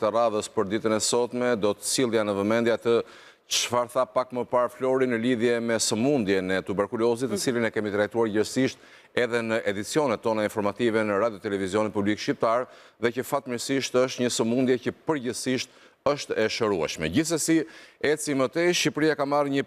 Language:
Albanian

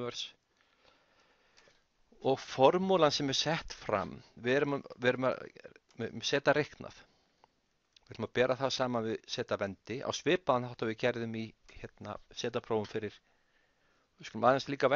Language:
Icelandic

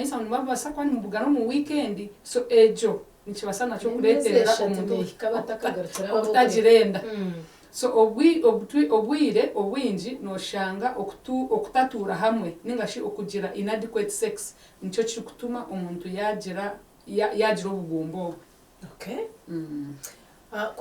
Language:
Nyankole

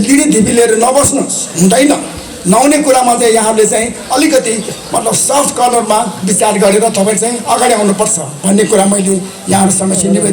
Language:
Nepali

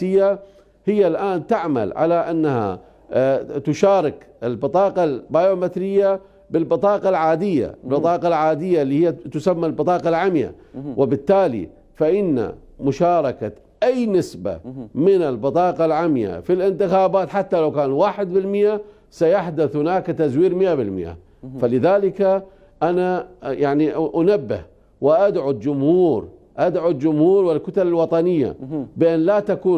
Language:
Mesopotamian Arabic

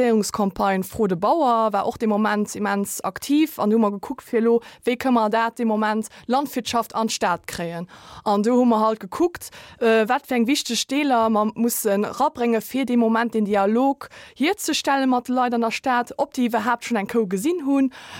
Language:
Luxembourgish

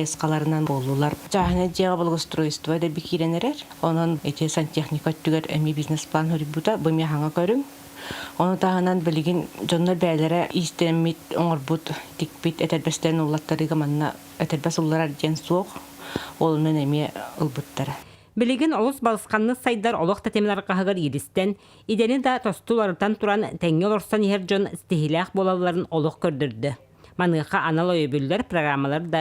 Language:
Yakut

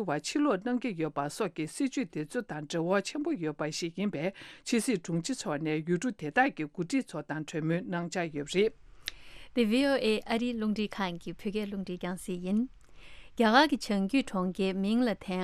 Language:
Tibetan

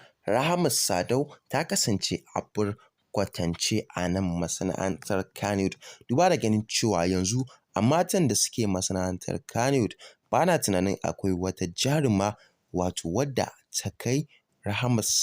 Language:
Hausa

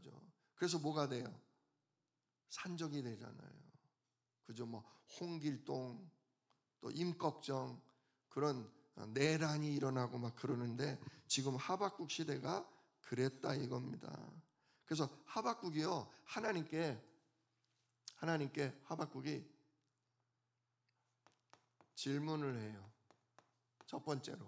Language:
Korean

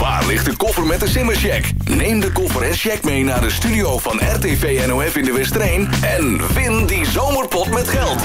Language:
Western Frisian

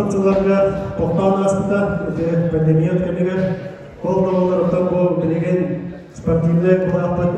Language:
Yakut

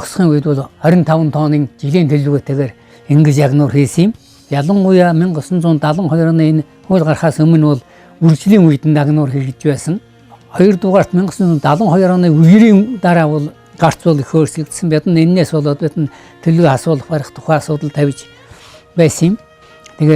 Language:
Mongolian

